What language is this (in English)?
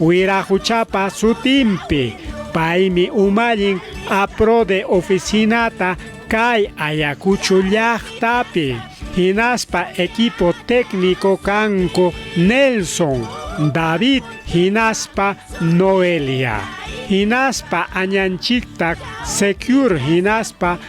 Ayacucho Quechua